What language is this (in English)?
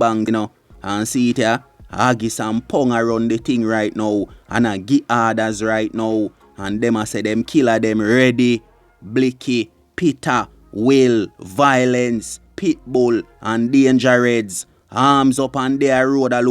Jamaican Creole English